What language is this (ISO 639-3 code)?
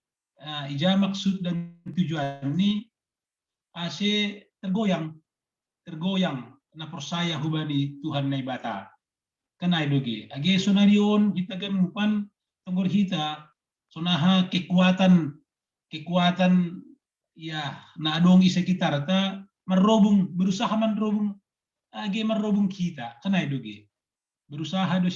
bts